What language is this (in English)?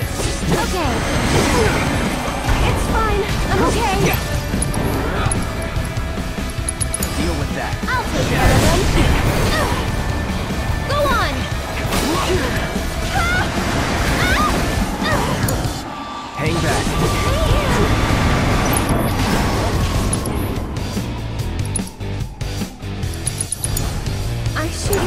English